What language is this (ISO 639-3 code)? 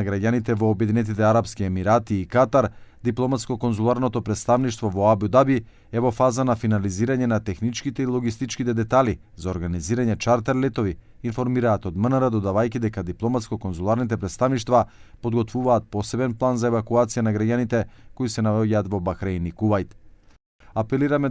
mkd